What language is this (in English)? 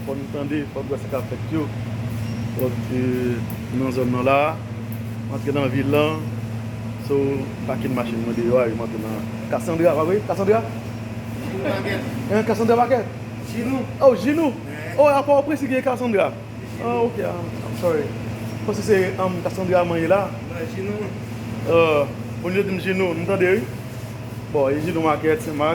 Haitian Creole